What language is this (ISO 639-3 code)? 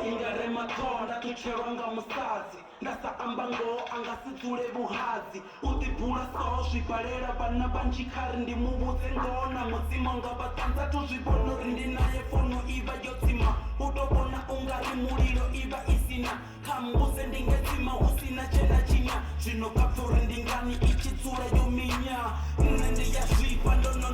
ven